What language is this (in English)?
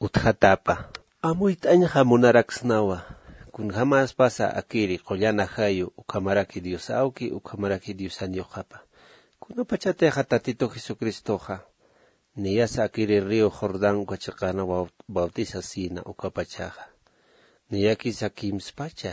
Aymara